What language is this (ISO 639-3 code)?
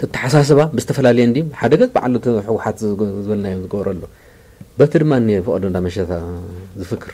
tir